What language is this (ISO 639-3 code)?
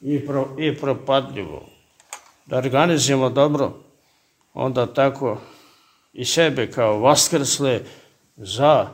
srp